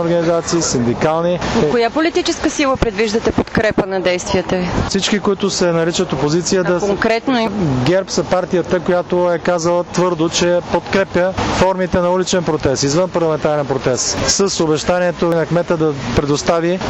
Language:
Bulgarian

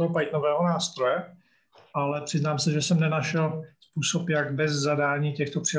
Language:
Czech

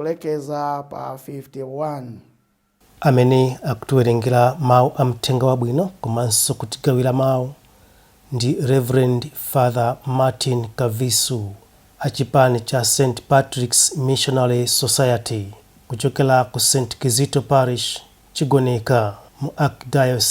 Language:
Nyanja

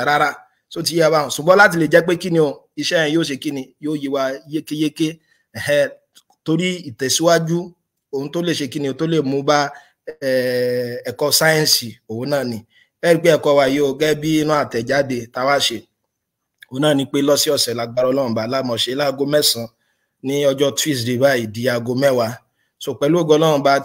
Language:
Yoruba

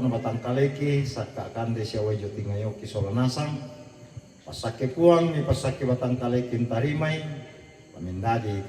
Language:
Toraja-Sa'dan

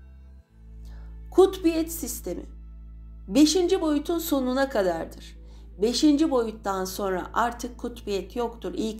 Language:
Turkish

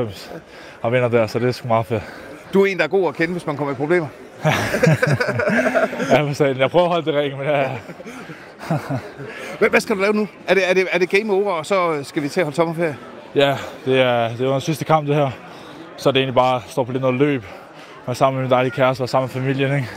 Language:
Danish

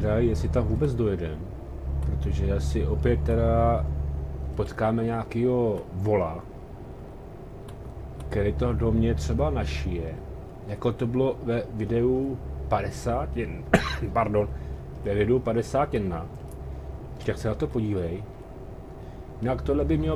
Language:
Czech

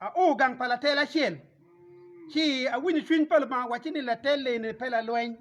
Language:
Acoli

